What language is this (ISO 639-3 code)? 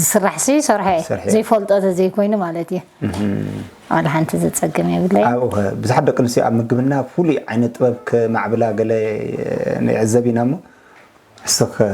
tir